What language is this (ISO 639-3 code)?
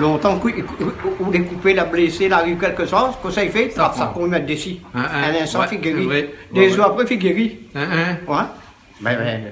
rcf